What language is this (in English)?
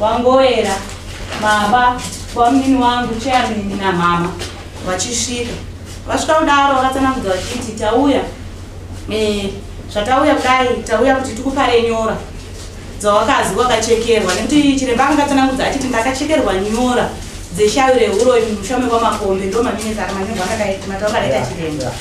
Shona